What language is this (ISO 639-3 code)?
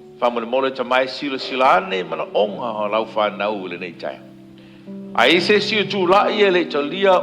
smo